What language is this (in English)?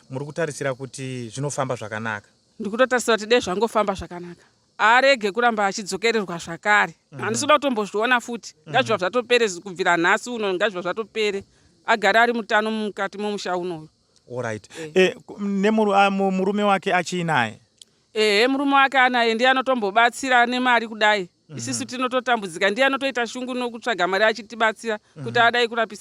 Shona